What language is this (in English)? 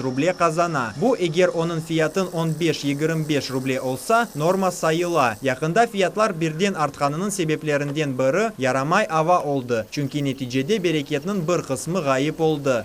Crimean Tatar